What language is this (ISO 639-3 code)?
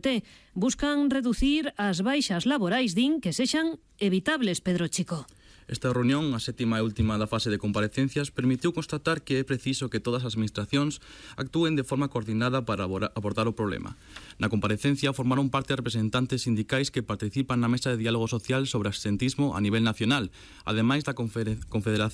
glg